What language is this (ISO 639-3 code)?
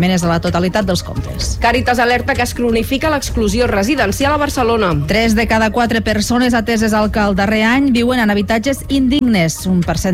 cat